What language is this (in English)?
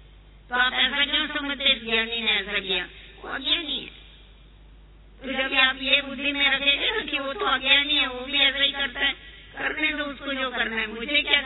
Hindi